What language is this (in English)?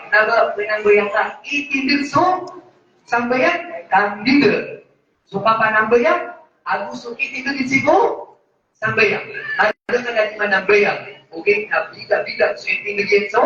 Maranao